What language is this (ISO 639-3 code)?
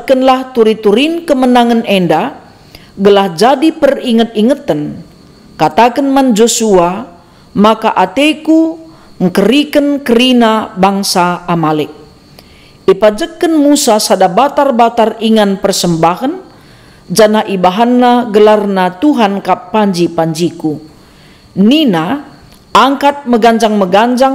btx